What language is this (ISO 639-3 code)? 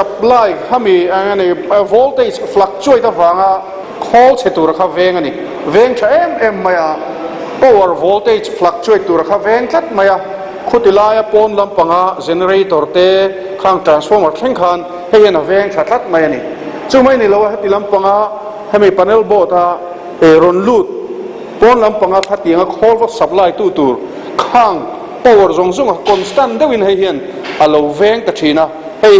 lus